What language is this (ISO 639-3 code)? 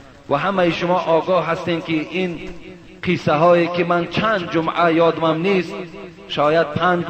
fas